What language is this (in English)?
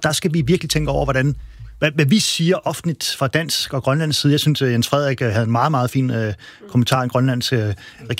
Danish